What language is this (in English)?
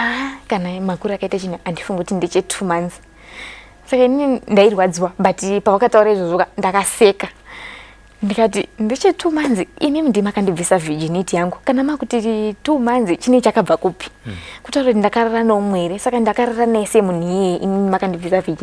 Shona